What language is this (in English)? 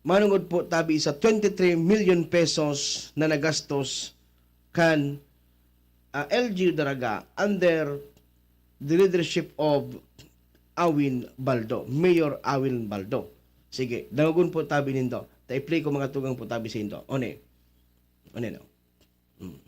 Bikol